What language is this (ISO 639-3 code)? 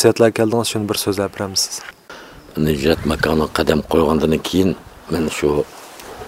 uig